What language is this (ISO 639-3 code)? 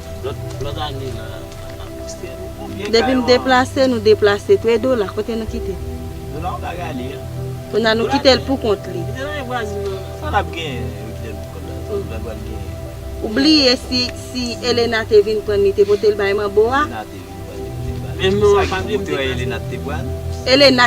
hat